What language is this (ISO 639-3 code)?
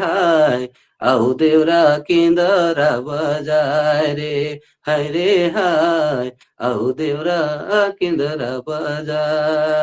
sck